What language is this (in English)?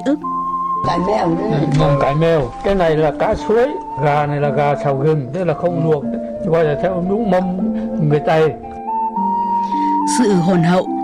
Vietnamese